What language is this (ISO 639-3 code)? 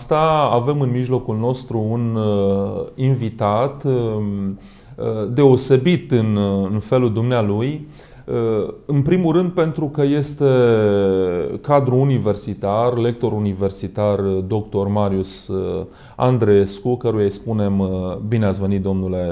ron